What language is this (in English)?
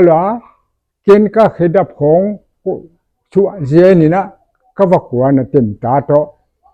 Paite Chin